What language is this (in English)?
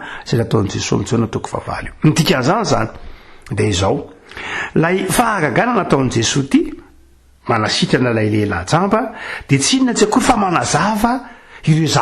Malagasy